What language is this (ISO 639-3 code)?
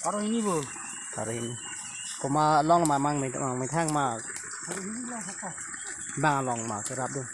mjw